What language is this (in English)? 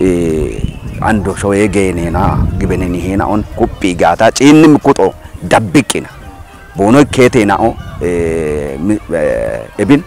Kafa